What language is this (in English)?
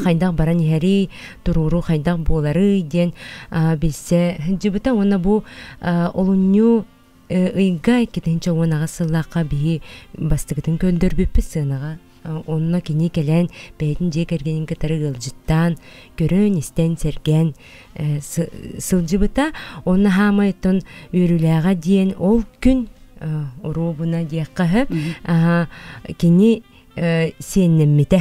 Yakut